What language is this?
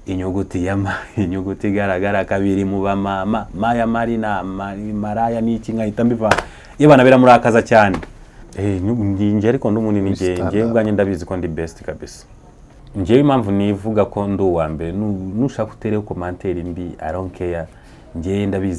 Kinyarwanda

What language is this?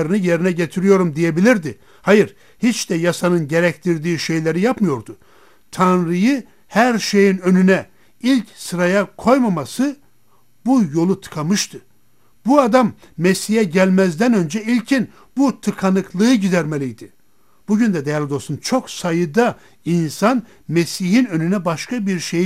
Turkish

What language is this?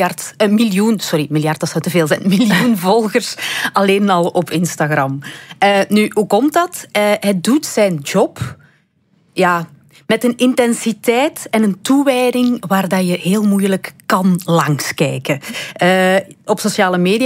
Dutch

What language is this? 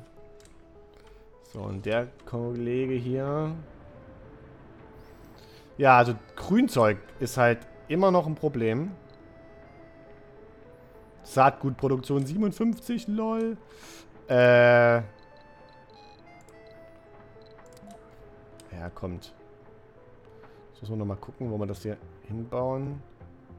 German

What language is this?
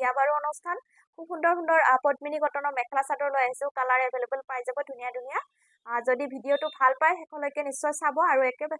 Assamese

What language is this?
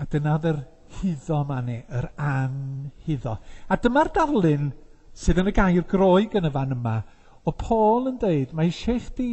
Welsh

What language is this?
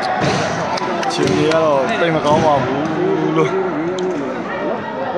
Burmese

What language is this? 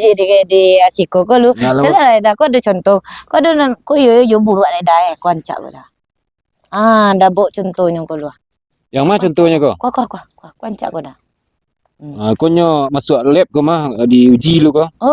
Minangkabau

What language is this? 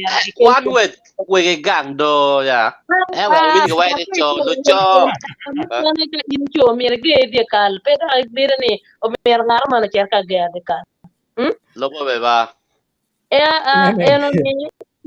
Acoli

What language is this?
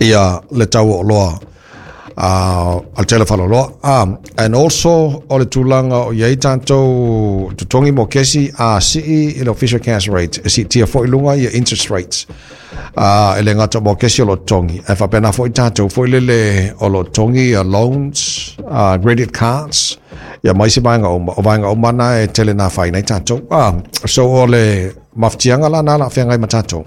Samoan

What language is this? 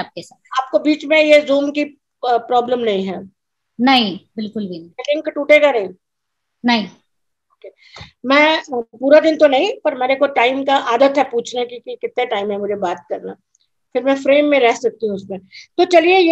Hindi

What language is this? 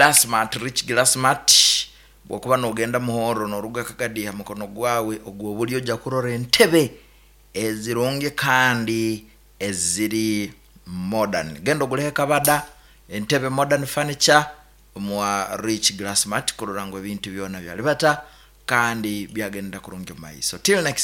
Nyoro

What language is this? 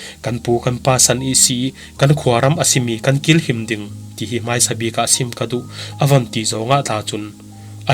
Falam Chin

